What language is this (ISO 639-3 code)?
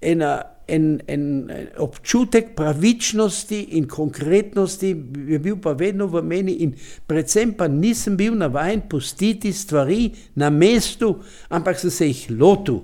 slv